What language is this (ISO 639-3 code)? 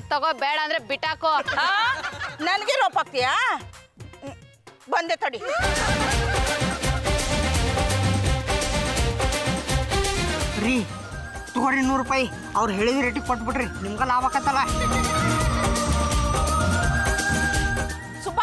kan